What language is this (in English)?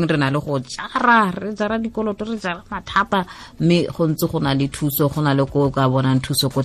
Tswana